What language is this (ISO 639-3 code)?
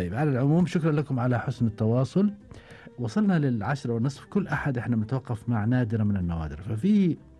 afb